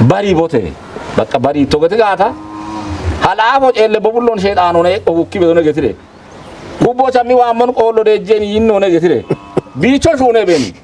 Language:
Kafa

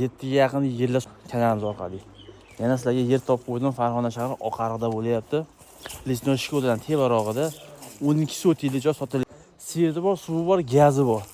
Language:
Uzbek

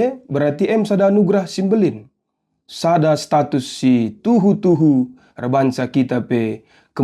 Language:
Batak Karo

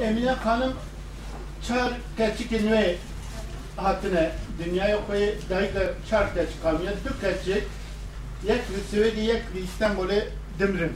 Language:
Kurdish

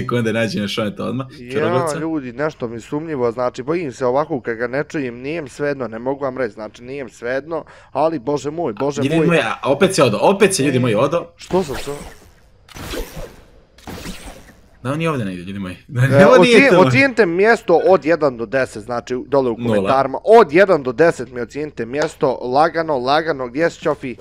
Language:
Bosnian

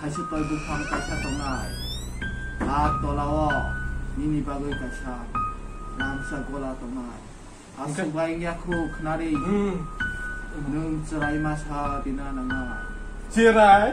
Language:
Kok Borok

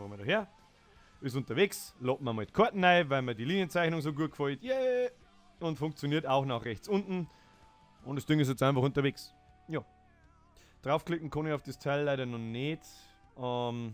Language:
Bavarian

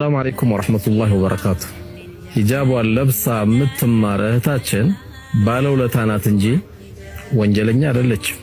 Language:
Amharic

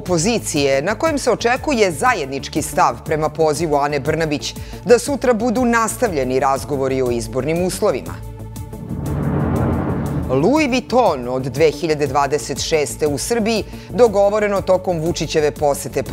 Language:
Serbian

